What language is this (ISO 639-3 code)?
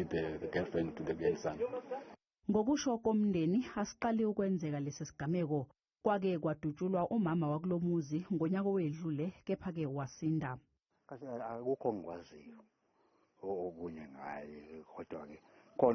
zul